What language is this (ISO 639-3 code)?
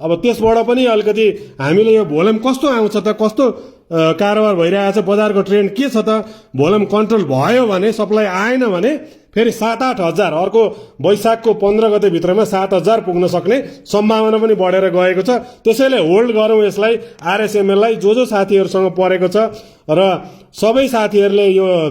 nep